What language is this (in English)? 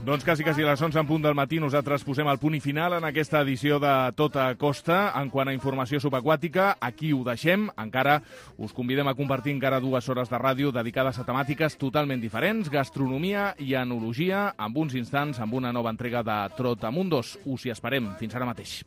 Catalan